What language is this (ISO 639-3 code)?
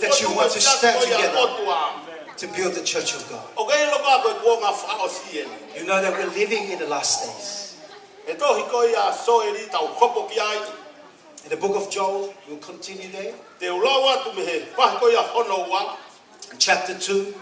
ton